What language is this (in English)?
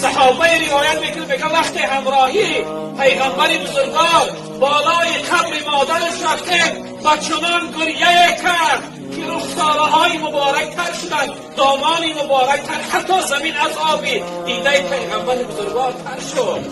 Tajik